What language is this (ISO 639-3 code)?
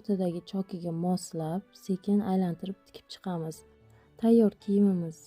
uzb